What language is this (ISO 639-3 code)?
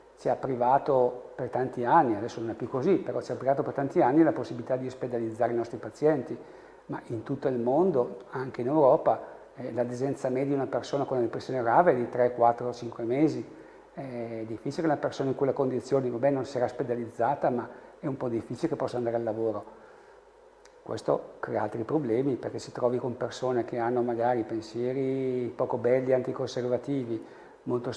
ita